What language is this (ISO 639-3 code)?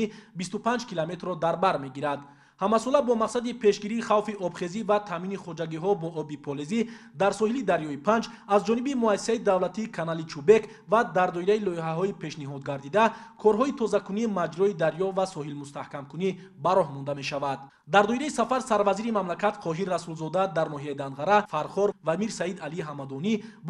tgk